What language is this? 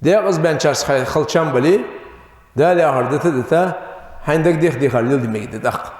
Ingush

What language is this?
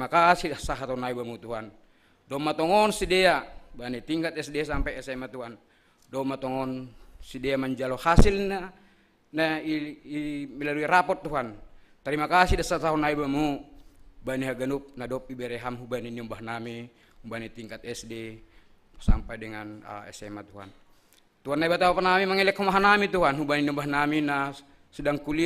Batak Simalungun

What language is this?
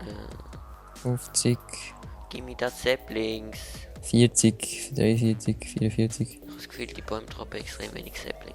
Swiss German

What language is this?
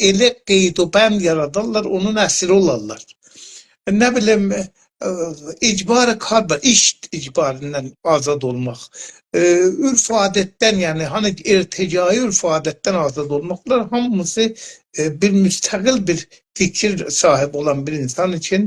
South Azerbaijani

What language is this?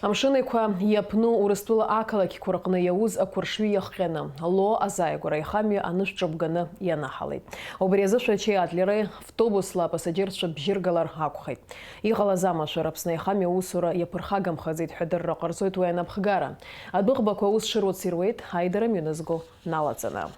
Abkhazian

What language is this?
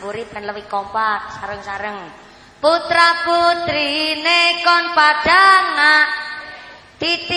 Javanese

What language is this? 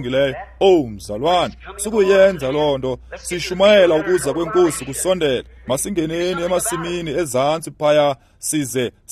Xhosa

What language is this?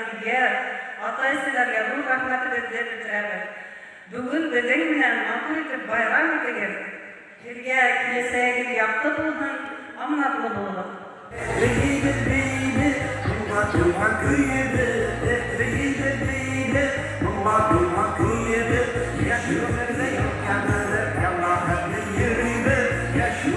Bashkir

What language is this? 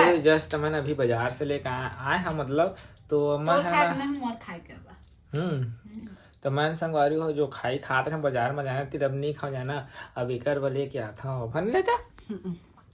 Chhattisgarhi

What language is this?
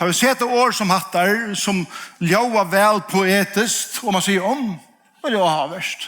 Faroese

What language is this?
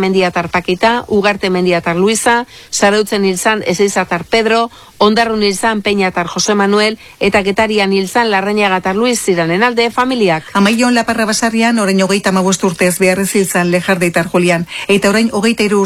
Basque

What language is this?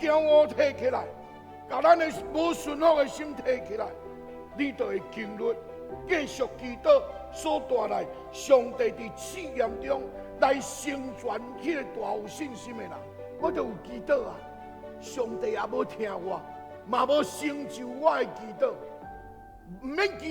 Min Nan Chinese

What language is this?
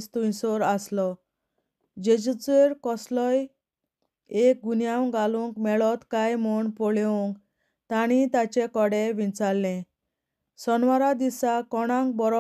Konkani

